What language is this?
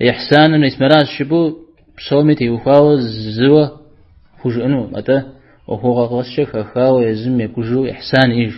Kabardian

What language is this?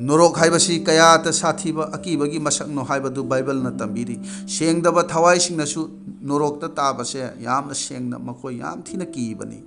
Manipuri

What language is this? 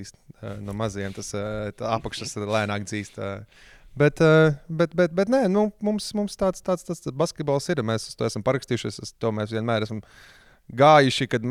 Latvian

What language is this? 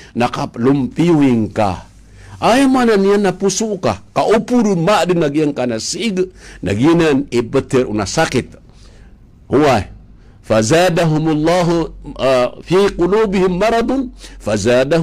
Maranao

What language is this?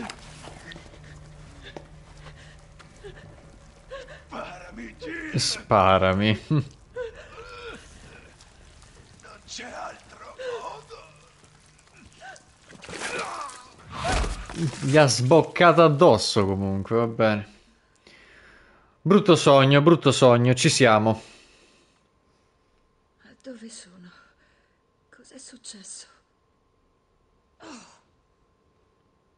Italian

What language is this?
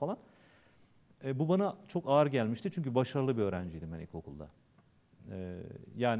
Turkish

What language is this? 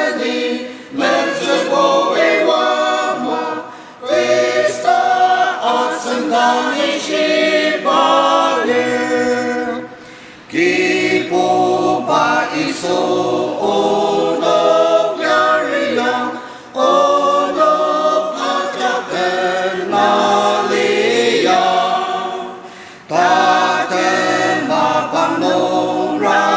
Ao Naga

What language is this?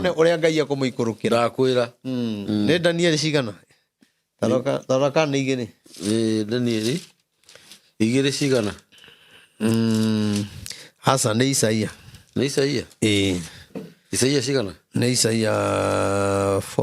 Kikuyu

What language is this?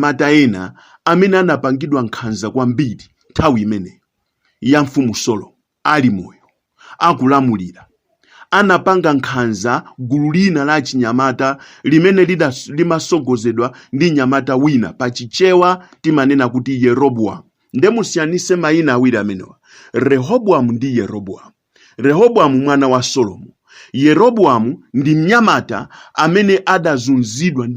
Nyanja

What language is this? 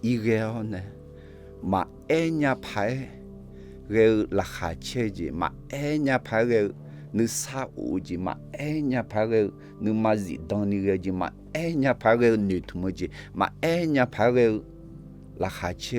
Akha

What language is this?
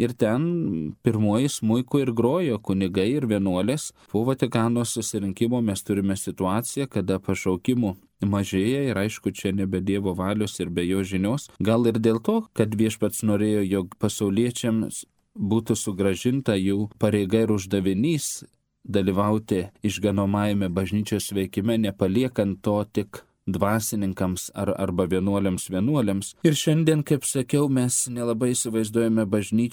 Lithuanian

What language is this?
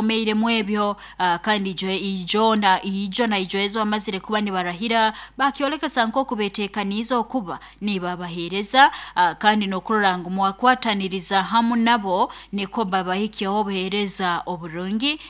Nyoro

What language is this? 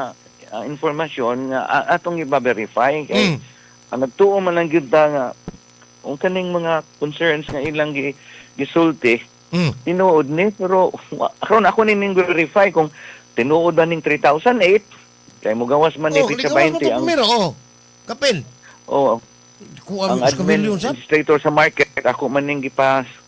Cebuano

